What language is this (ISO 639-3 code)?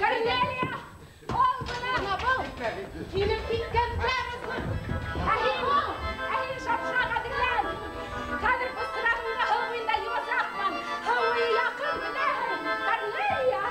bak